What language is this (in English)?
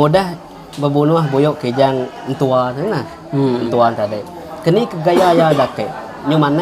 Iban